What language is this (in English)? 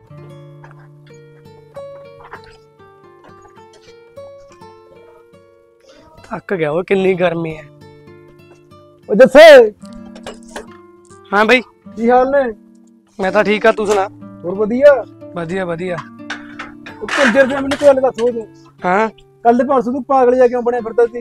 Punjabi